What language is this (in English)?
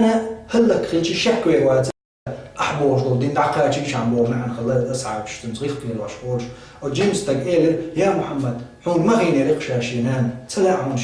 Chechen